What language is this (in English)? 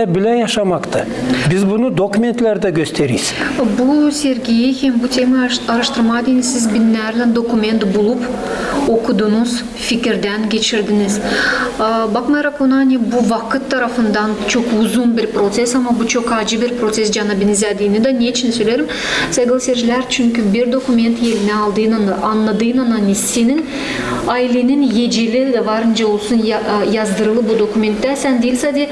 Gagauz